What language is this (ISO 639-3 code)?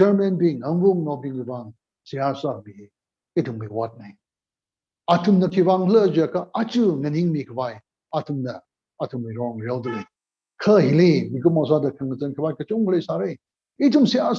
nmf